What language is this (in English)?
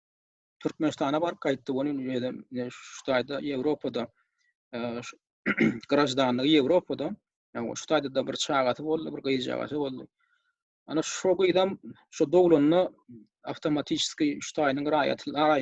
Turkmen